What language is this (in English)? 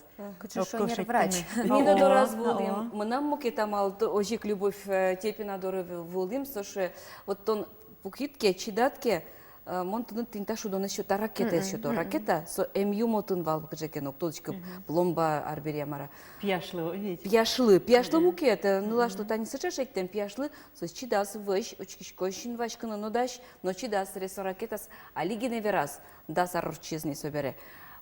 Udmurt